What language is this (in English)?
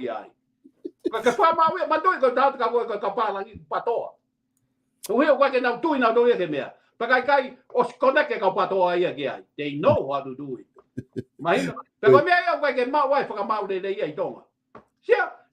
Tongan